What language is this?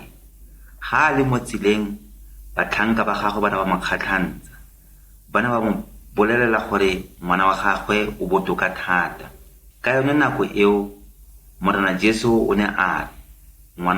Tswana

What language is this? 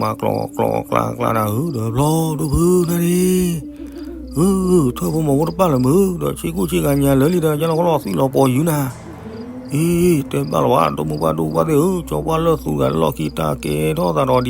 S'gaw Karen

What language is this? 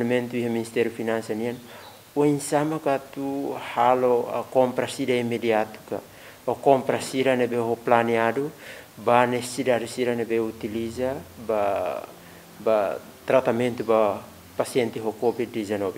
Tetum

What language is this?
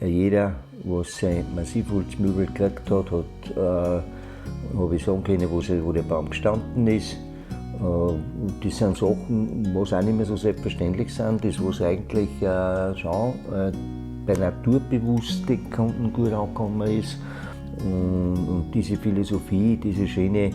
Bavarian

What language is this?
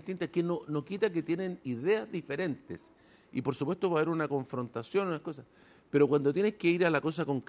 Spanish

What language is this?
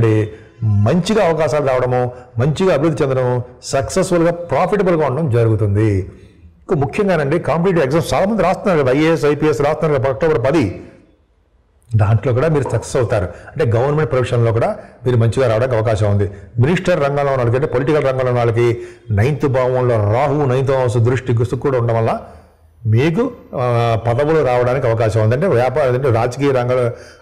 Telugu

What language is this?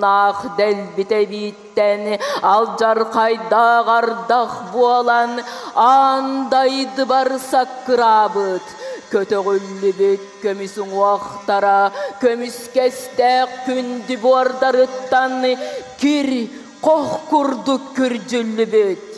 Yakut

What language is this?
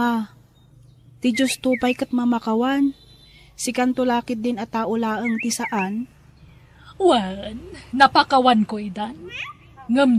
Iloko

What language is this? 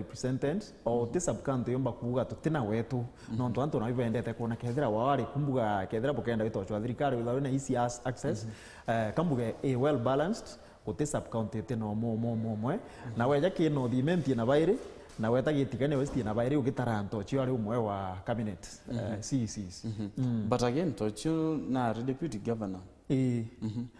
Meru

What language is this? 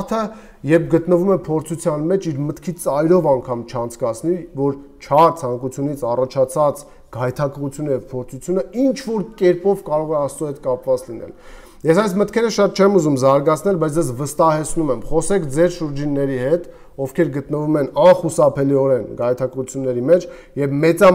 Armenian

